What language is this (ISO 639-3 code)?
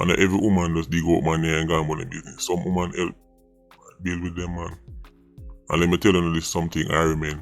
jam